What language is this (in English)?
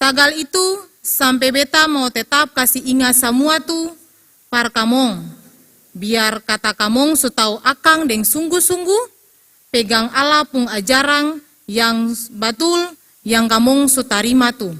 Ambonese Malay